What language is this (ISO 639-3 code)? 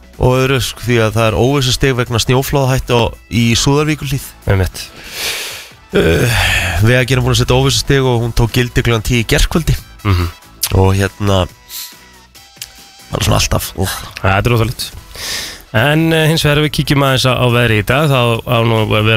isl